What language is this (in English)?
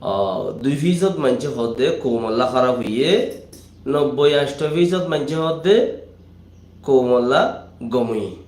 Rohingya